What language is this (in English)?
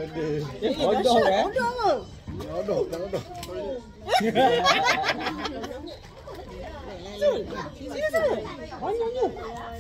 Malay